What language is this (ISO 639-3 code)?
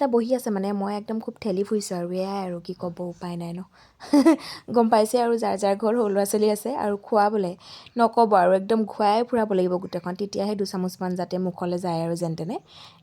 asm